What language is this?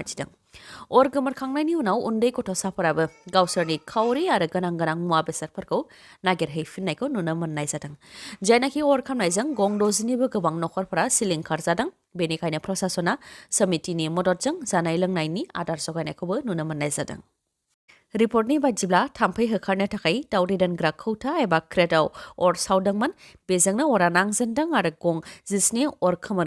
Bodo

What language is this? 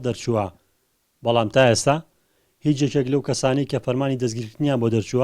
Central Kurdish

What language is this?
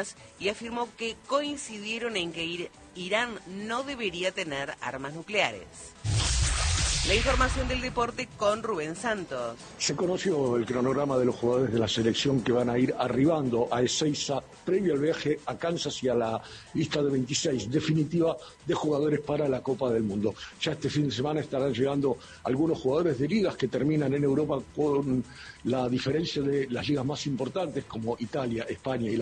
Spanish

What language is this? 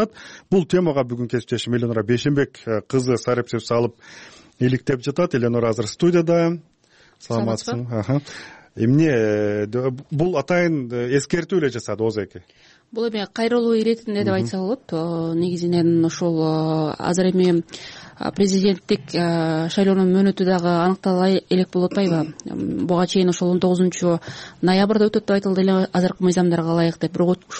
Kyrgyz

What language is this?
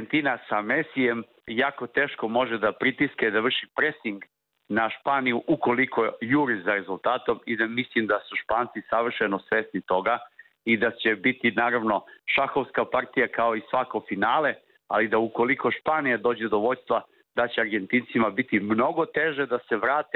Serbian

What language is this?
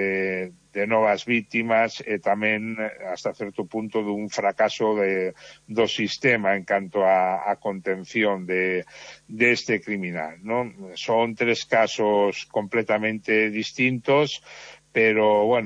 Galician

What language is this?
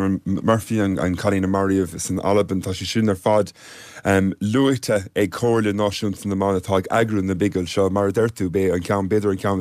Irish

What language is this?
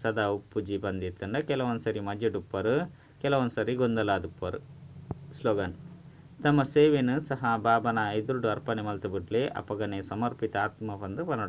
Tulu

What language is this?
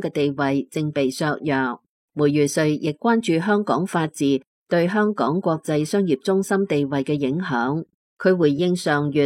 Cantonese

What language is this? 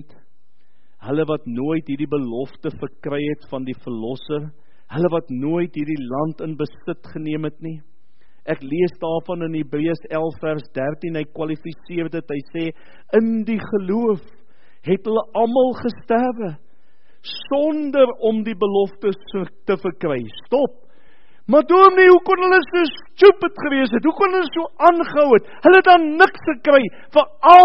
Afrikaans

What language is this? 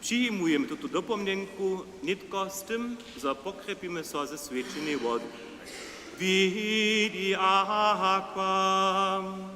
Upper Sorbian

